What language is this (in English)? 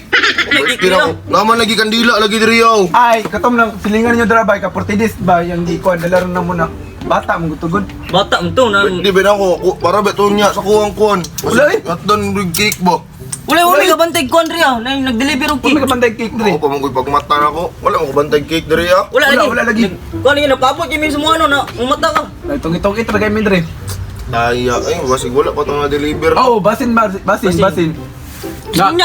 Cebuano